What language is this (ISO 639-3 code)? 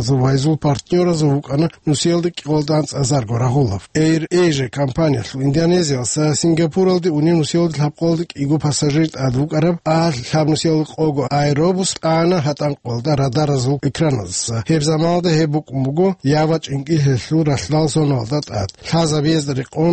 ava